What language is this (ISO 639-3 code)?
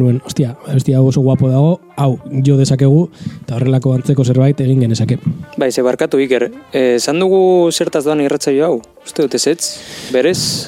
eus